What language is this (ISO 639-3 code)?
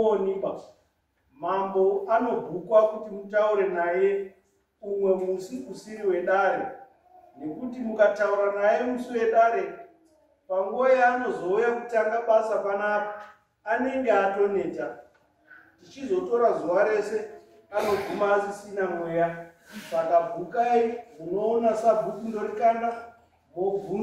sna